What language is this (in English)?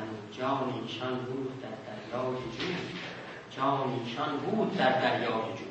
South Azerbaijani